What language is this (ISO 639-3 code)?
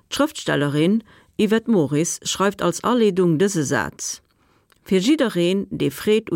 ltz